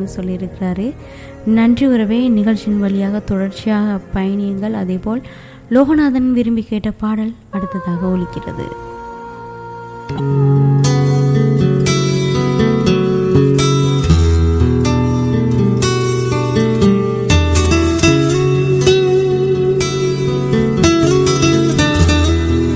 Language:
Tamil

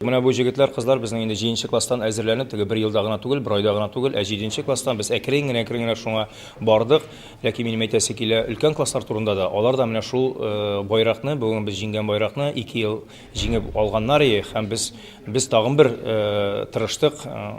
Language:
Tatar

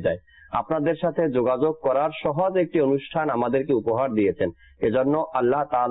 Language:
Bangla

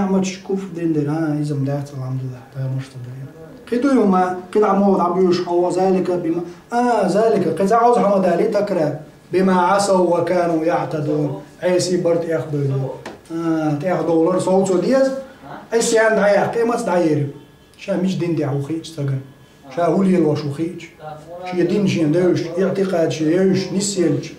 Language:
Chechen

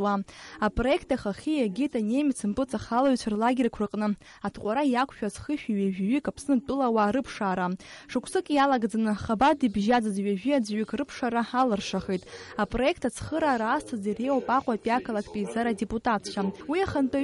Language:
Abkhazian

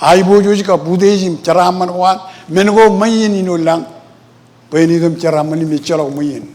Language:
Marshallese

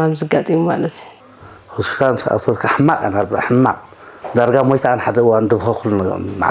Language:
Tigrinya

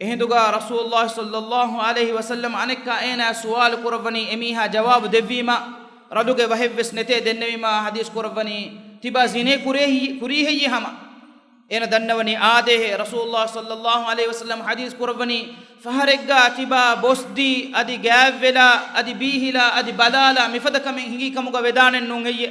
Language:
Divehi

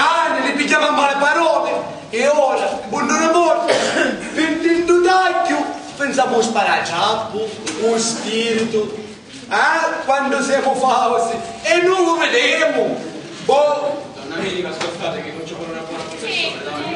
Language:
Sicilian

